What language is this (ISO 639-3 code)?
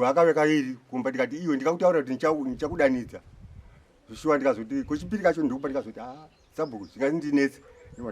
sna